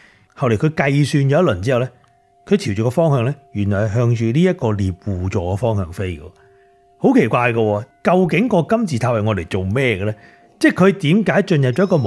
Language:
Cantonese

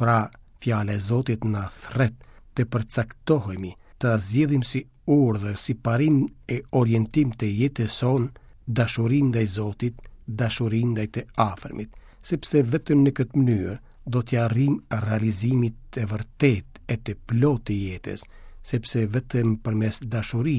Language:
Albanian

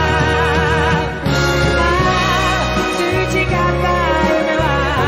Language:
Japanese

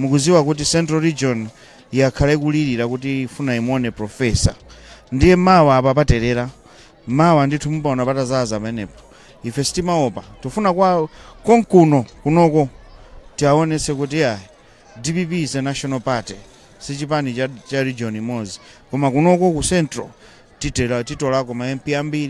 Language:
Nyanja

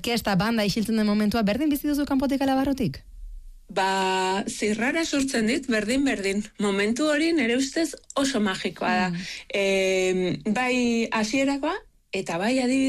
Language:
Basque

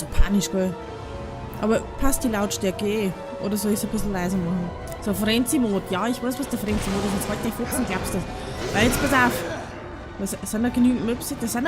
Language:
Bavarian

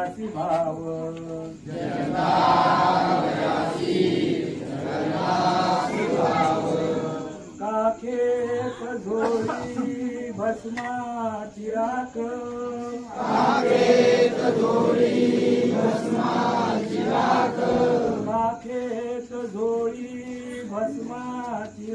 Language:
Marathi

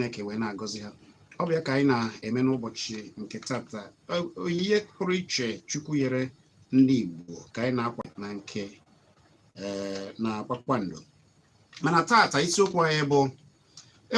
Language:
Igbo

